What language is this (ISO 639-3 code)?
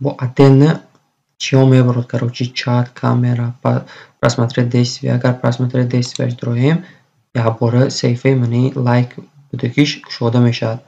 tgk